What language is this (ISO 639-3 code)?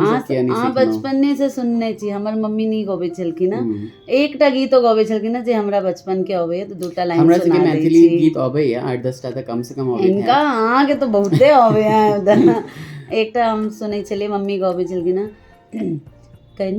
mai